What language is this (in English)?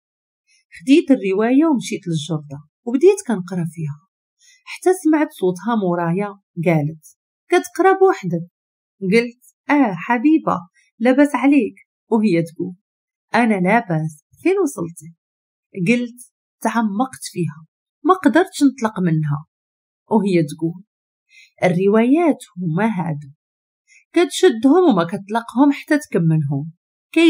Moroccan Arabic